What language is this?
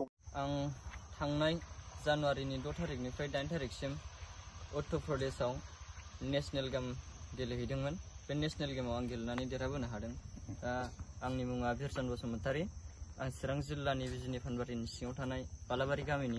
Bodo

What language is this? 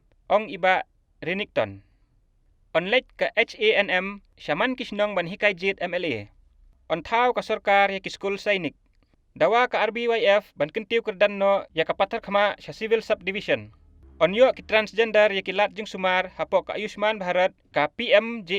Khasi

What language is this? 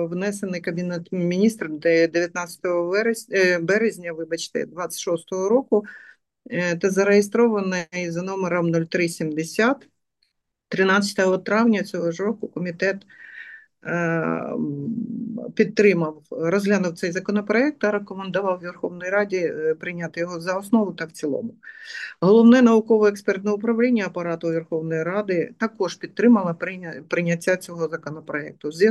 Ukrainian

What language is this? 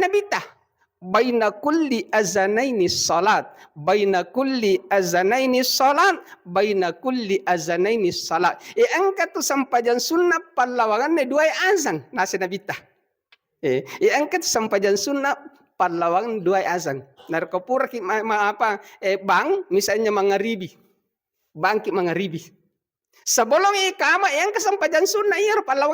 Buginese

